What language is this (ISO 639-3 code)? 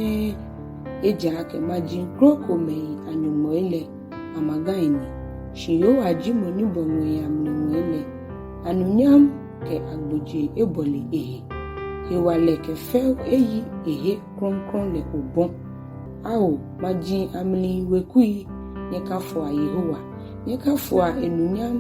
gaa